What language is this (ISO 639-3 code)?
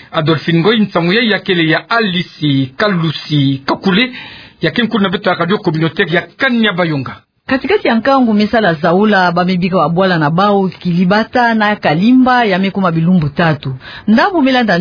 ktu